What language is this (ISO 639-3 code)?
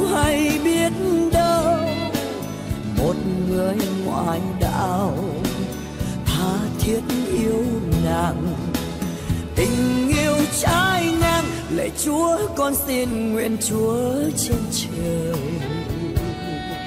vie